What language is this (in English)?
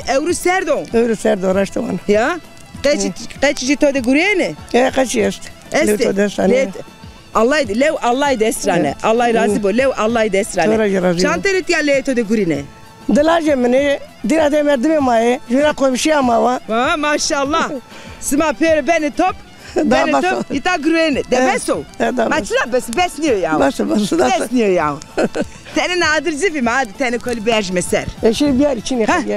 Zaza